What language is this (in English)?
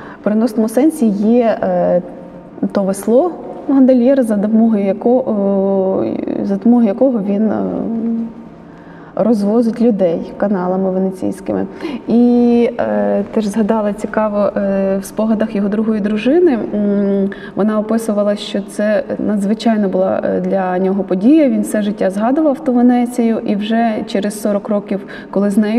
Ukrainian